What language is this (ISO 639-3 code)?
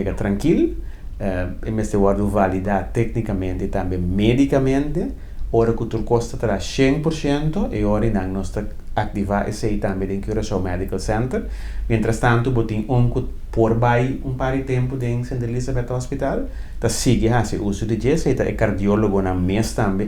pap